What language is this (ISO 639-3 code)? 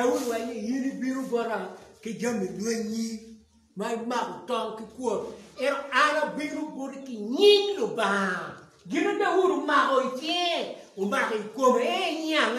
ach